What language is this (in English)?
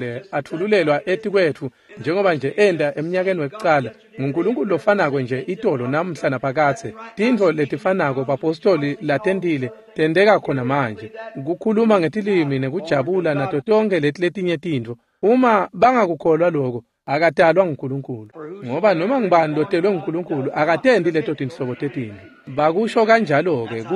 Swati